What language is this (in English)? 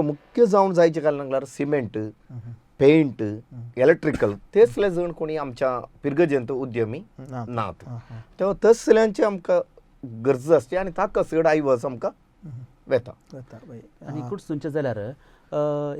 Konkani